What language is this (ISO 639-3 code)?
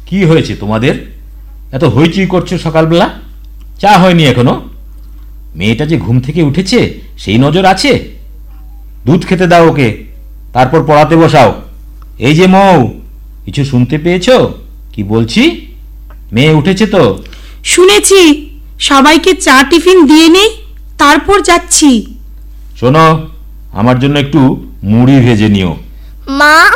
ben